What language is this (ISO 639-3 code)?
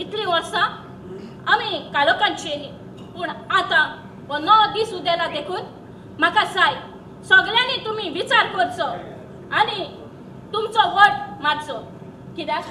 kok